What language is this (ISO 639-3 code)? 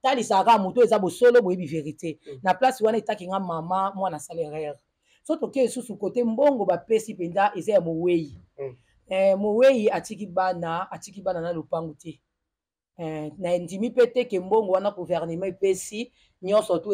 lin